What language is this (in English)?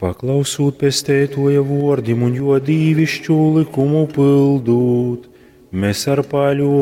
Latgalian